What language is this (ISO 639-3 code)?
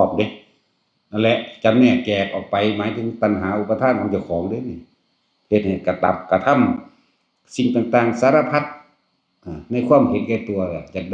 tts